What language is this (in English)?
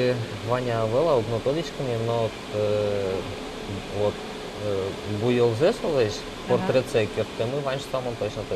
Udmurt